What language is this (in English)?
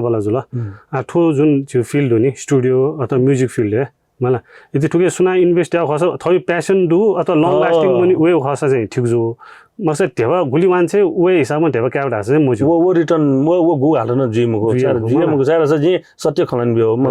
Newari